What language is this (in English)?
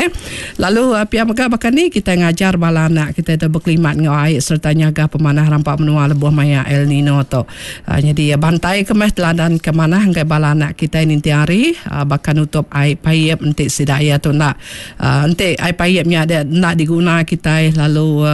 Iban